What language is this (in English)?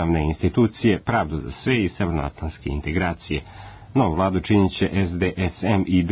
Serbian